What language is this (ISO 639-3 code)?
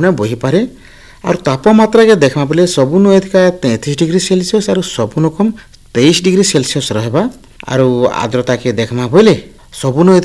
ori